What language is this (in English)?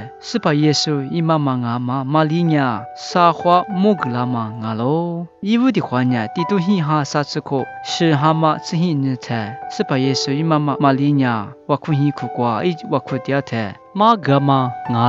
Lisu